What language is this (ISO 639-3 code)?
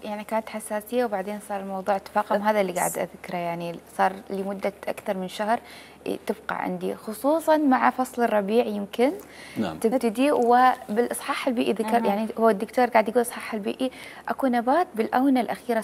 acm